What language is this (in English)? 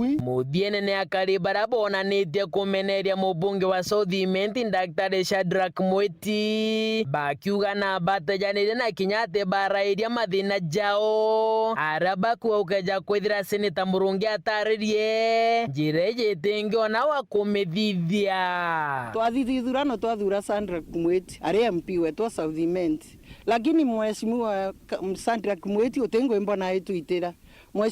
Meru